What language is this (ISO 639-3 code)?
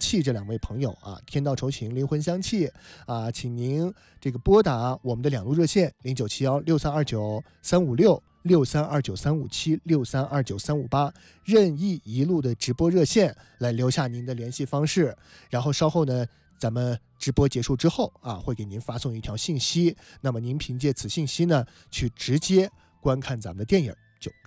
zho